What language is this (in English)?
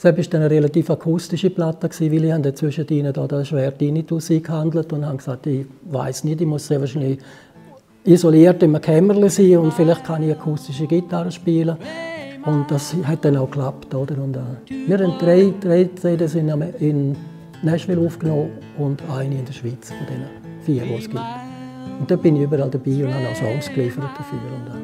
Swiss German